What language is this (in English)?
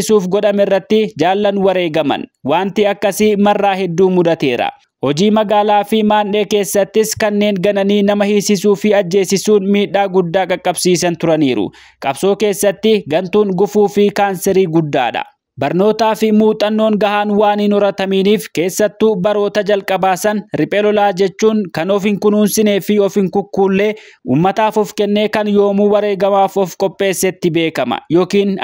Oromo